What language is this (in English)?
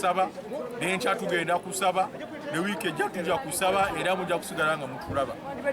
Ganda